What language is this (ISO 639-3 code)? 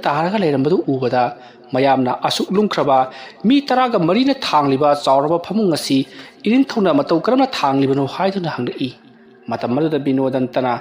mni